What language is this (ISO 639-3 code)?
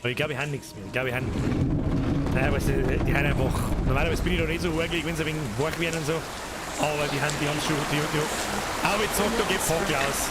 bar